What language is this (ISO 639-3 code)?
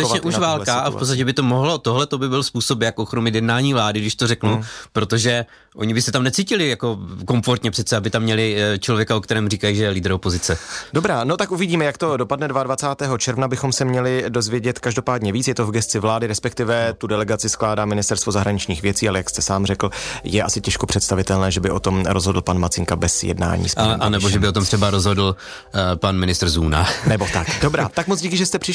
ces